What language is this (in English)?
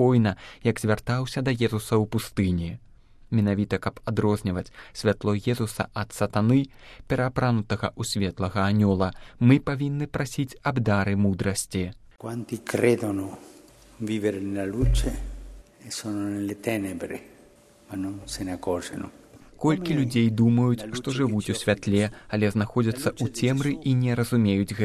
Belarusian